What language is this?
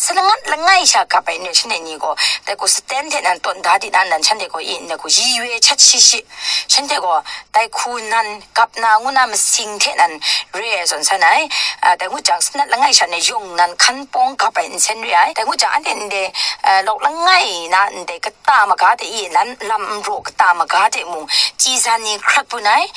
Kachin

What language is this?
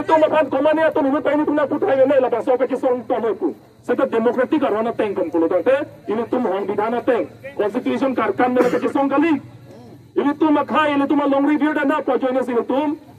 Karbi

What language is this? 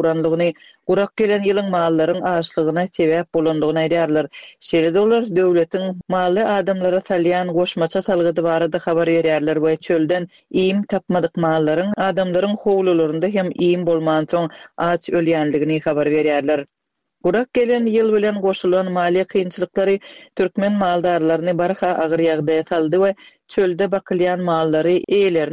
Turkmen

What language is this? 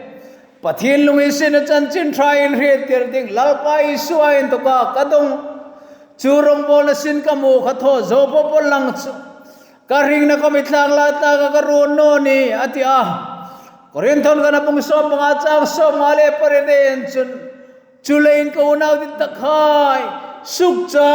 Hmar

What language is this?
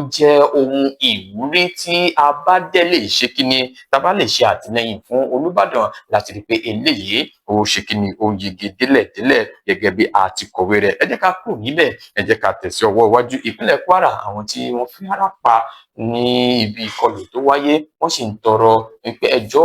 Yoruba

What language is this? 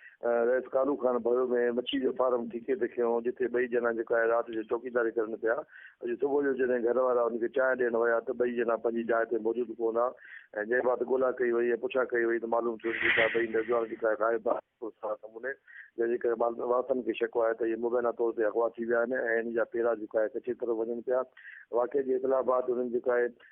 Sindhi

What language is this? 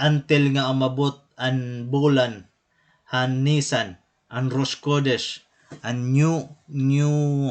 Waray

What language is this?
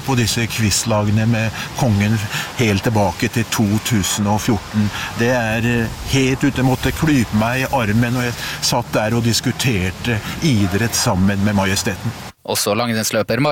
Norwegian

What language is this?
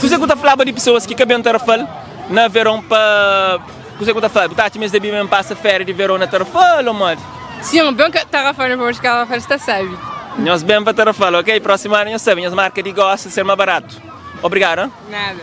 Kabuverdianu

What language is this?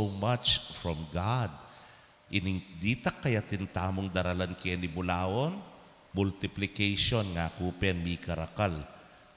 Pampanga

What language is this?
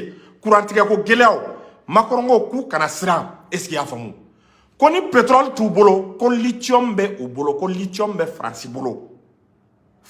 Bambara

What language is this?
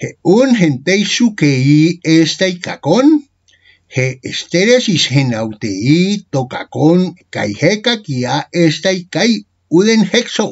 Ancient Greek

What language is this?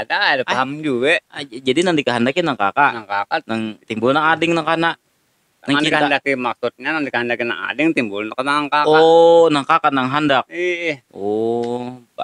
Banjar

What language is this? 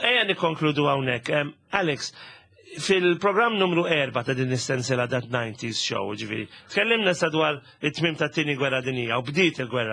Maltese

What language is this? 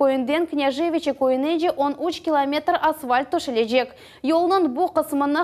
Crimean Tatar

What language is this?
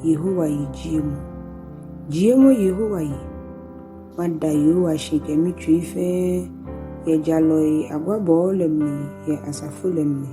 Ga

